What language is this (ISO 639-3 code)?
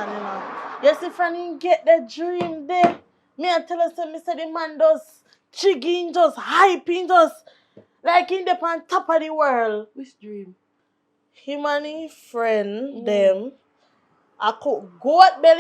jam